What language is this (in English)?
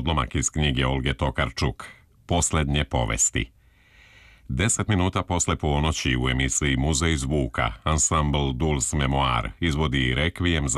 Serbian